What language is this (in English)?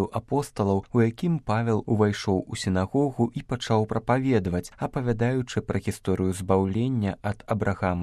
Belarusian